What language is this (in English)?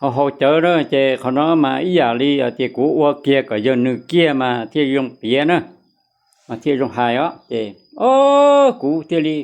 Hmong